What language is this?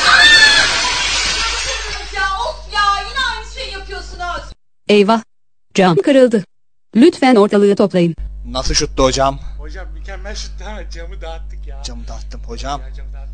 Turkish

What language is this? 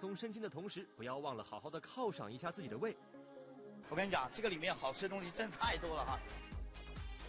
Chinese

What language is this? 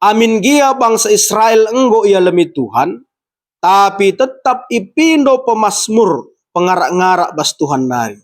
Batak Karo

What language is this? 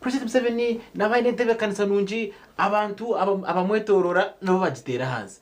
Nyankole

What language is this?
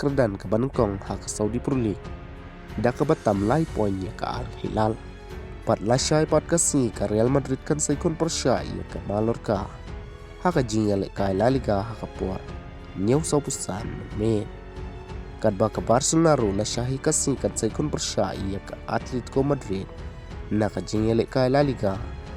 Khasi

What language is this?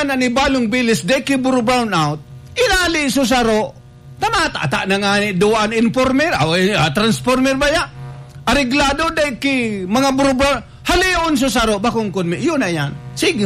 Bikol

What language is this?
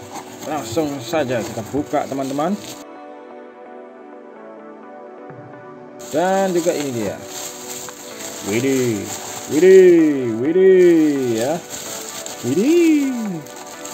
Indonesian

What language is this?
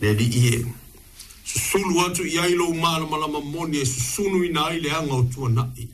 Samoan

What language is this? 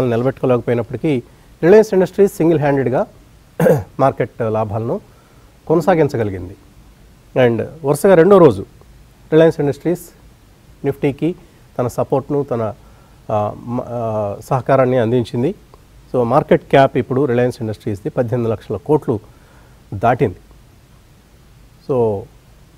Telugu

